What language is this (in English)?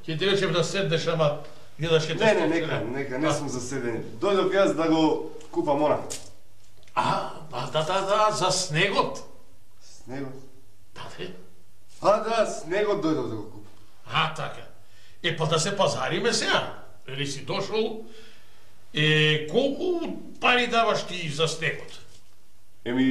Macedonian